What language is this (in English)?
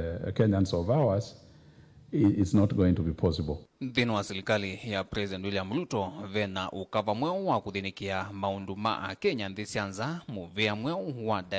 Kamba